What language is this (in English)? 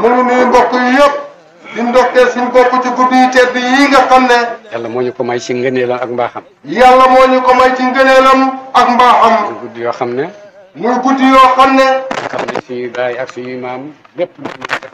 Wolof